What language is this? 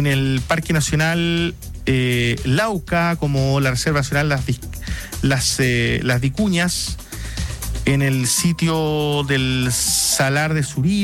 Spanish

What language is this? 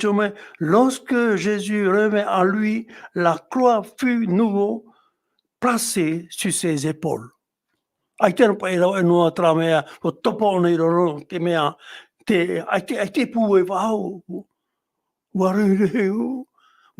Tahitian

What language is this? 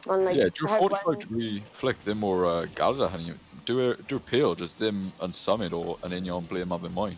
Welsh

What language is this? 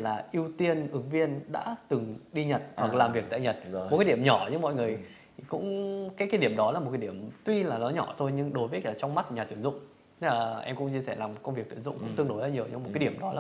Vietnamese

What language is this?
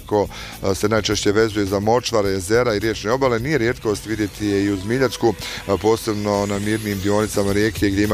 Bosnian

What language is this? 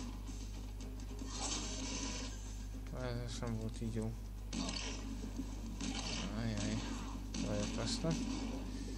Hungarian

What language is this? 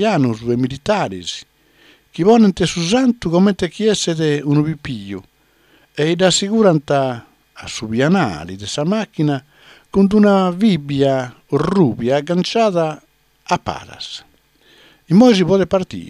Sardinian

